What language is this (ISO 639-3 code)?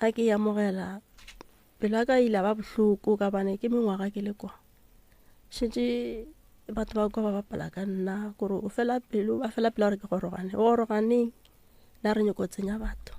nso